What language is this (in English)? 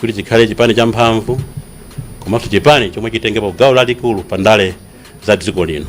Nyanja